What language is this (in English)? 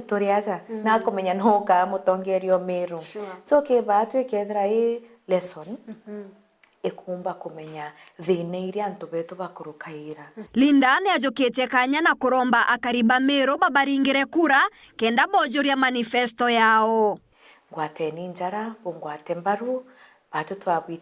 Meru